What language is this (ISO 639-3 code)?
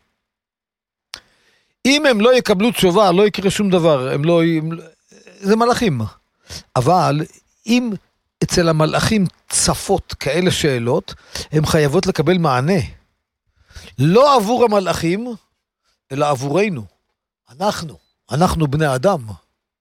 heb